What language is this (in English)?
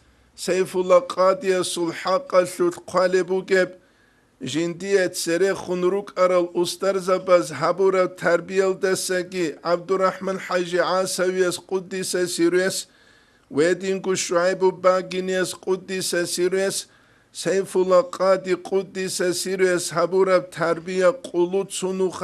Avaric